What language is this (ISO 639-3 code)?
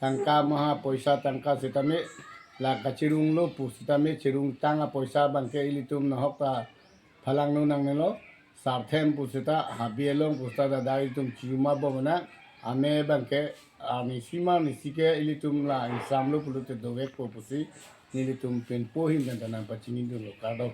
mjw